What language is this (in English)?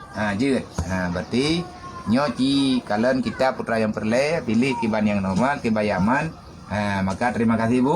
Achinese